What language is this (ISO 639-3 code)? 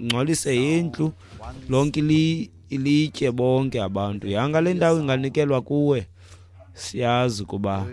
xho